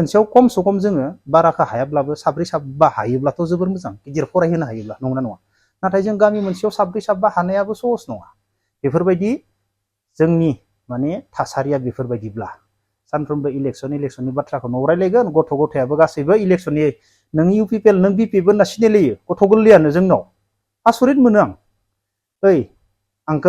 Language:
Bodo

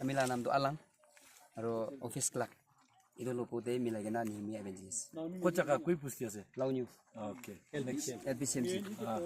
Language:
Naga Pidgin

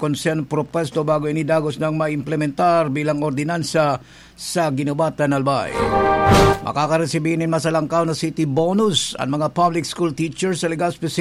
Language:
Bikol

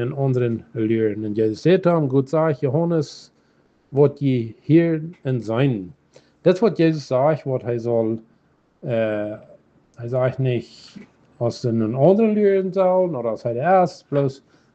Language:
Plautdietsch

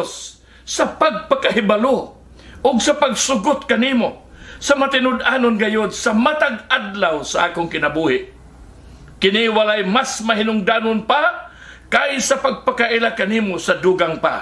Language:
Cebuano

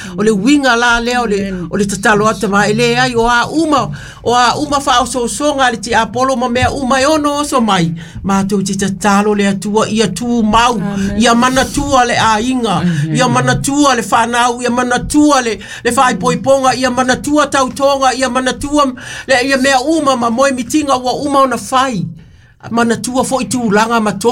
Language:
Samoan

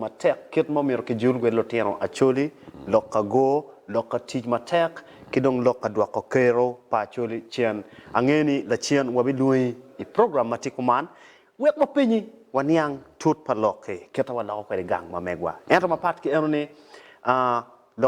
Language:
Acoli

